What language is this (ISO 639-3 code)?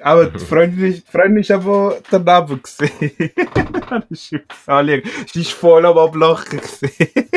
gsw